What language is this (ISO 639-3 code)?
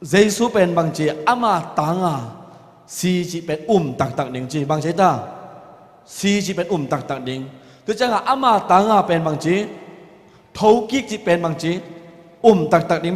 ctd